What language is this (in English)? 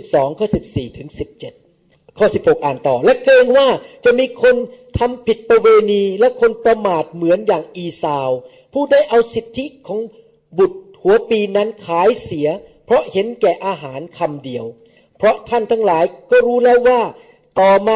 Thai